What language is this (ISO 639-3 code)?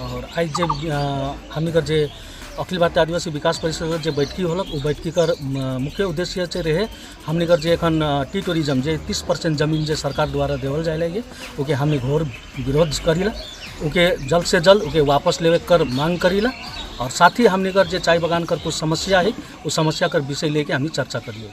sck